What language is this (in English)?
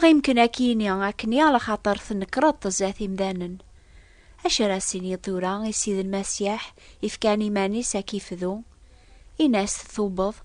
Kabyle